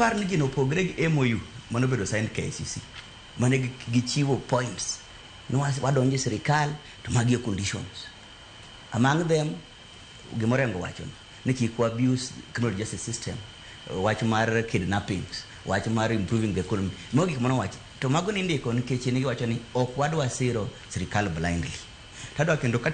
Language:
Luo (Kenya and Tanzania)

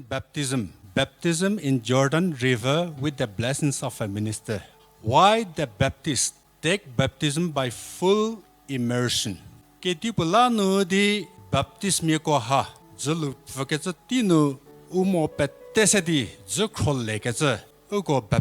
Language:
Angami Naga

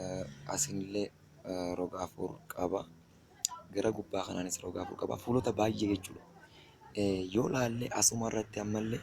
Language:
Oromo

